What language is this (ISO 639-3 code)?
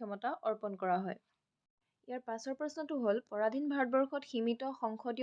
asm